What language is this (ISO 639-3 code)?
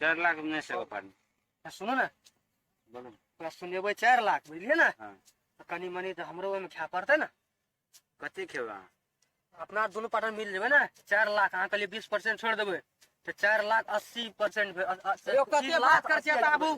mai